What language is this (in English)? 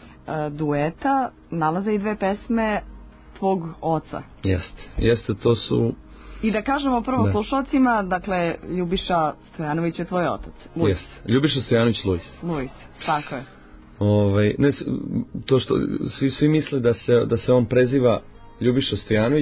Serbian